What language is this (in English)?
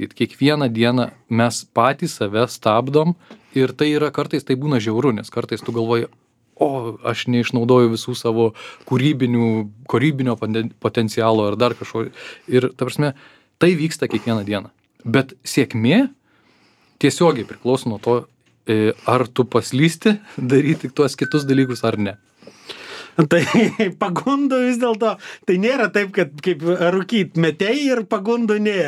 Lithuanian